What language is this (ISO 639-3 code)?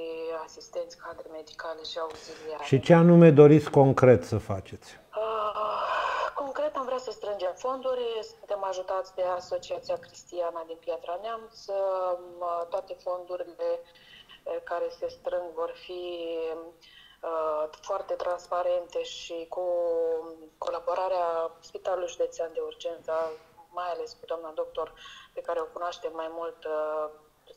ron